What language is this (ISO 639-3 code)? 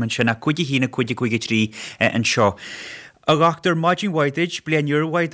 gle